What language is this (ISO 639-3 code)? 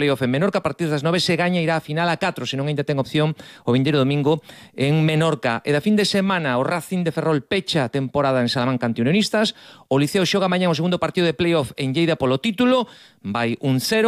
glg